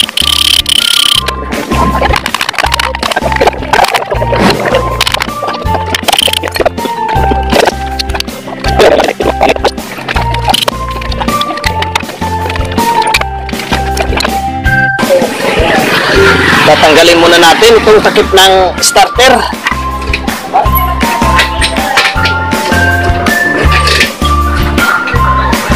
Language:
Filipino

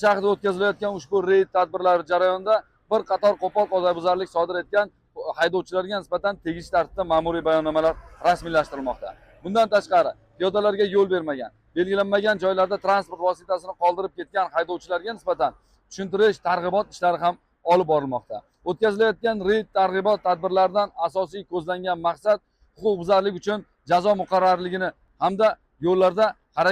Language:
Uzbek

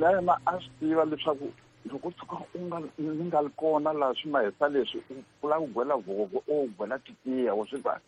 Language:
Tsonga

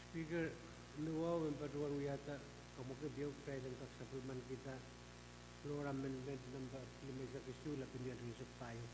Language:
Pohnpeian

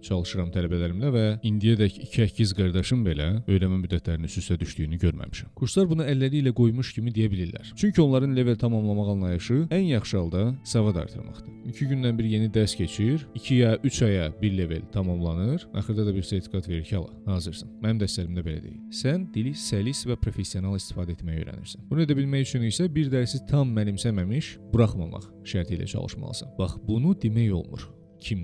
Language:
Azerbaijani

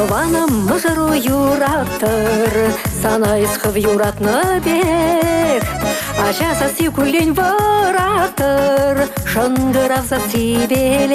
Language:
Chuvash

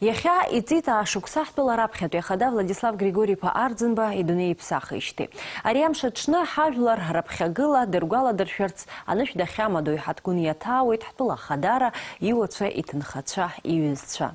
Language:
Abkhazian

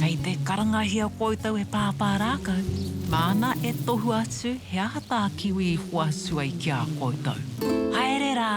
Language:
Māori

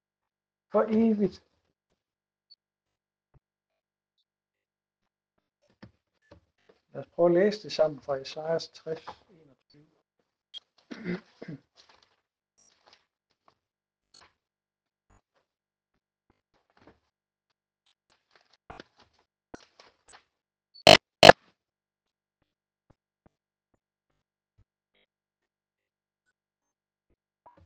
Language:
Danish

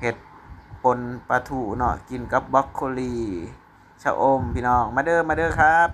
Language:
Northeastern Thai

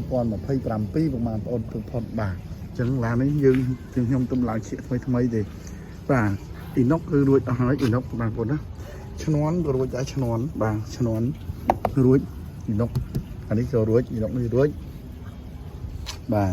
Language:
Khmer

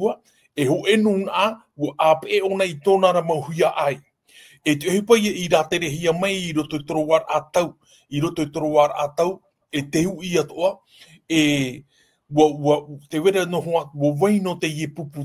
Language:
Tahitian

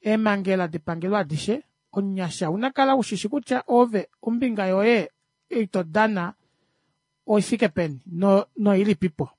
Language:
Kuanyama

